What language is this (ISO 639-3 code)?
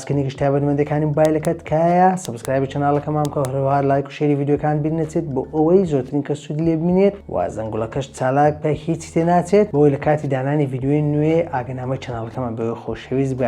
ckb